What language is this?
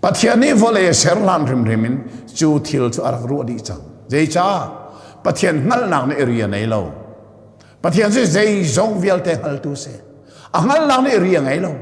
Hakha Chin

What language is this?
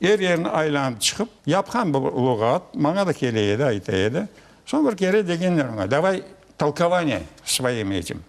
Crimean Tatar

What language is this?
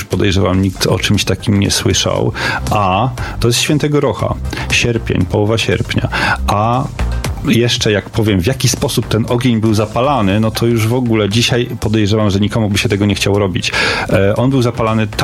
Polish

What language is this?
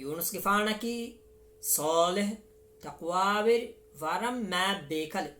Divehi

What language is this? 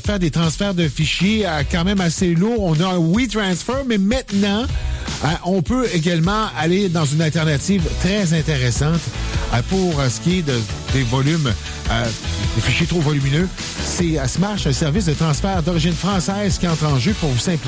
French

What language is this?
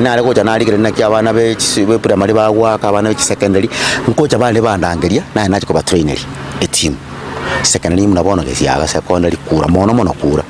Gusii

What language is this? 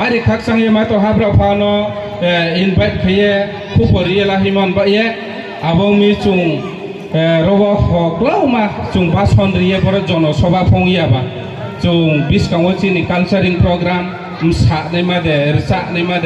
Riang (India)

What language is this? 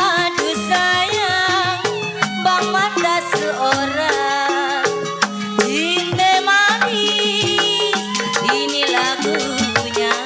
Betawi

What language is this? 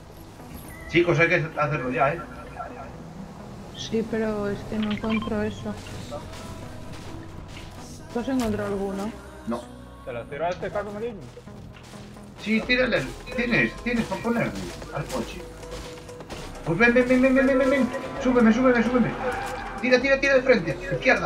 Spanish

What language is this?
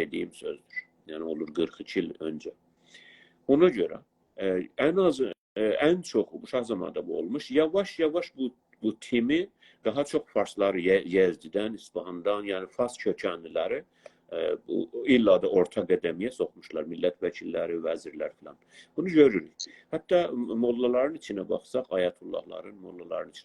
South Azerbaijani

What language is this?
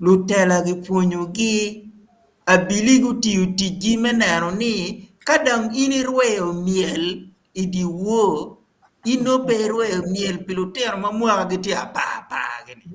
Acoli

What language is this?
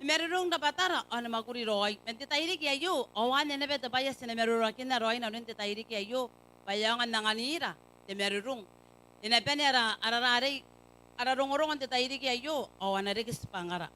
Gilbertese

